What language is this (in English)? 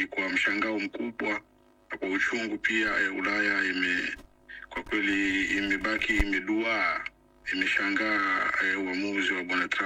Swahili